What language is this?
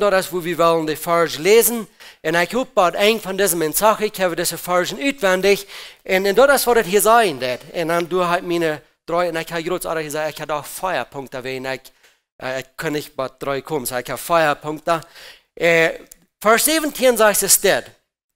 Plautdietsch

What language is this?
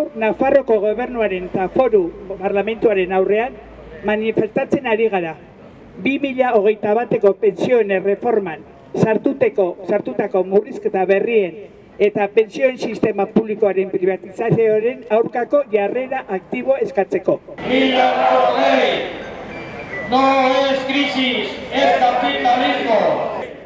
Basque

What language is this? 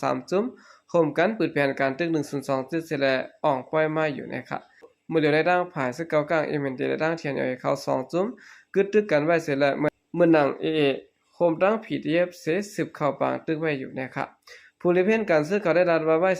Shan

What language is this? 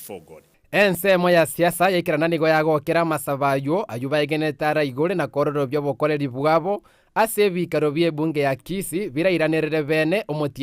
Gusii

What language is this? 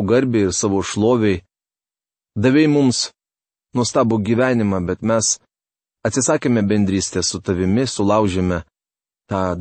Lithuanian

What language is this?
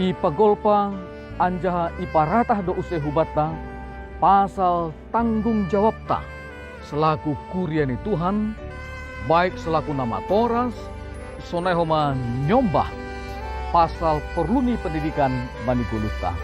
Batak Simalungun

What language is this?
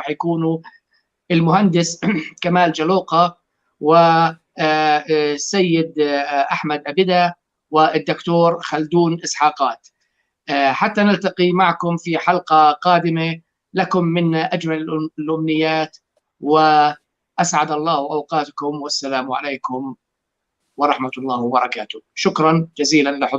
North Levantine Arabic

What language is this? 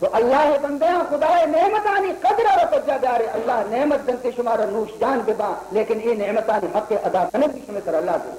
Baluchi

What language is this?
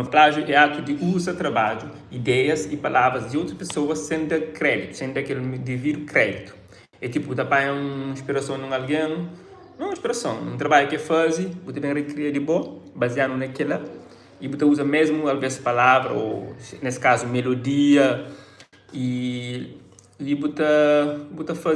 Kabuverdianu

